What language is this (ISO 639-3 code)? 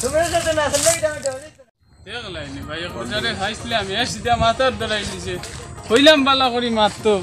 syl